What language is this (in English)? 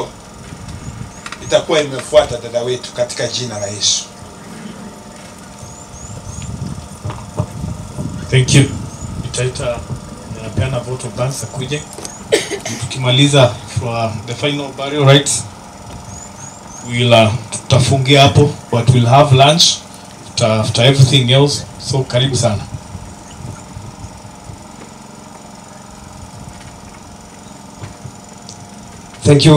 Swahili